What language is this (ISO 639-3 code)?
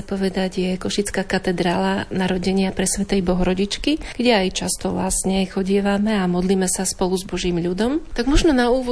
slk